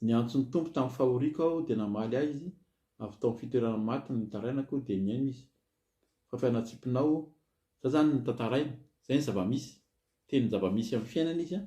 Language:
Malagasy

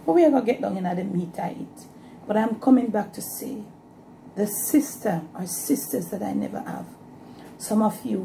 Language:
Jamaican Creole English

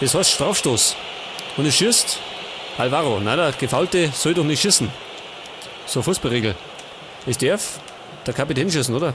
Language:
Bavarian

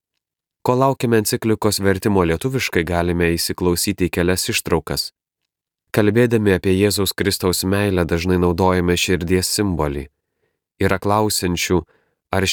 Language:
Lithuanian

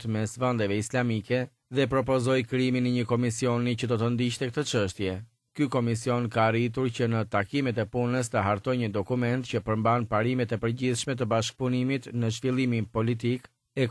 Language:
Albanian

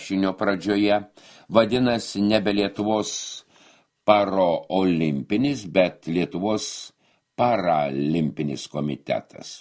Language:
Lithuanian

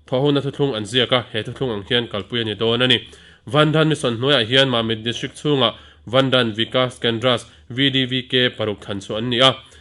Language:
Mizo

